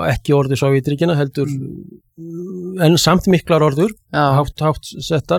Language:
Icelandic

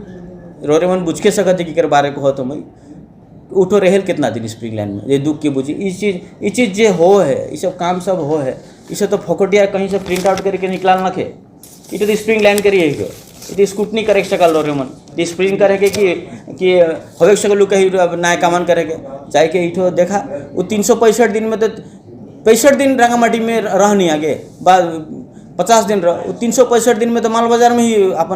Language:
Sadri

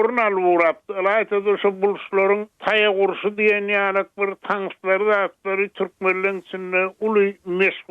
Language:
Turkmen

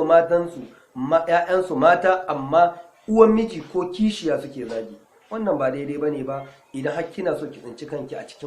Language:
Hausa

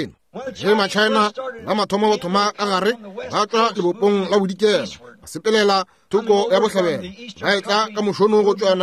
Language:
Northern Sotho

